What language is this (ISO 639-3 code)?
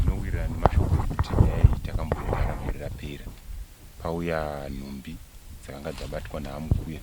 sna